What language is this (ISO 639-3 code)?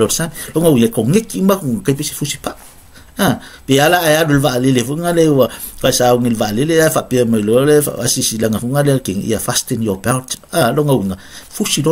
smo